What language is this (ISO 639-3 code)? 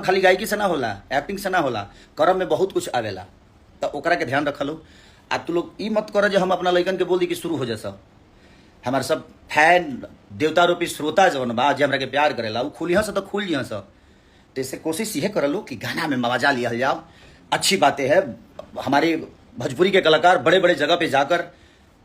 bho